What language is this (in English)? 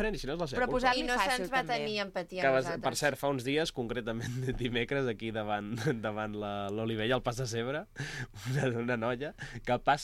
Catalan